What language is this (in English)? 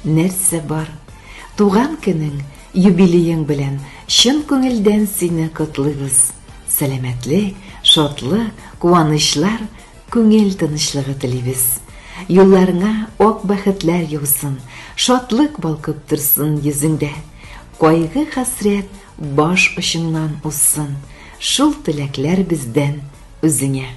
Tatar